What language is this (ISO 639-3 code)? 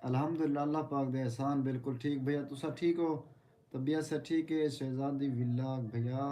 skr